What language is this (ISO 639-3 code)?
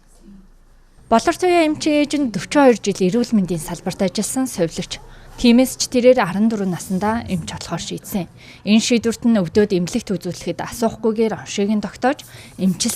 mon